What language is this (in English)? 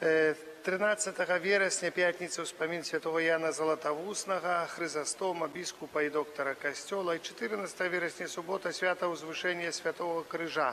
Belarusian